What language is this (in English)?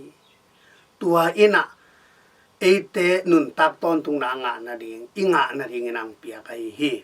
Tedim Chin